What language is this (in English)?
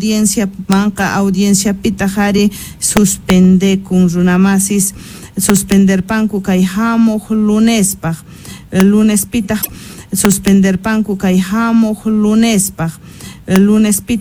Quechua